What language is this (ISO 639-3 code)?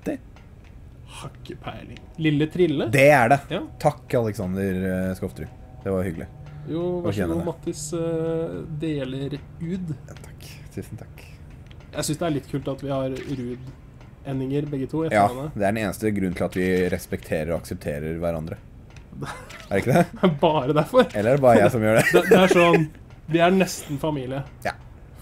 nor